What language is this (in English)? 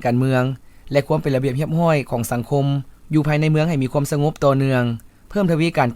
Lao